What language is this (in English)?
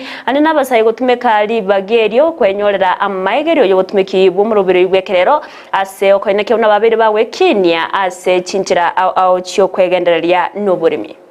Gusii